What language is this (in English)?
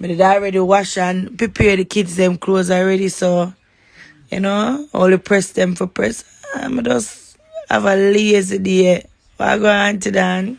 Jamaican Creole English